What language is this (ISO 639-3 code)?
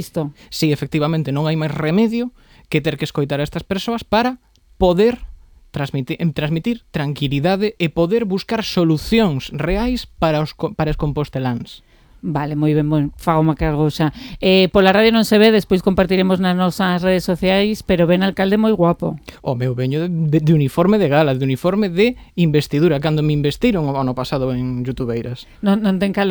glg